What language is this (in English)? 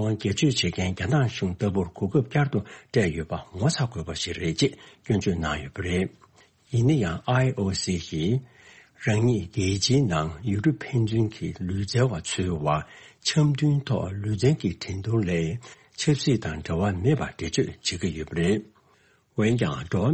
Tibetan